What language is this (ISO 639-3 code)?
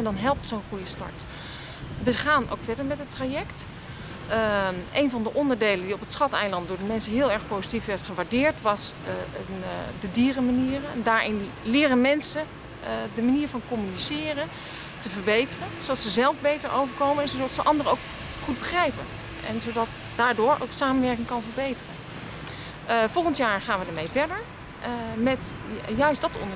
nld